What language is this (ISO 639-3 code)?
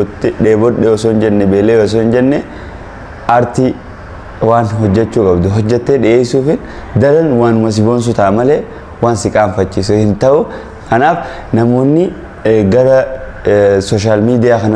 orm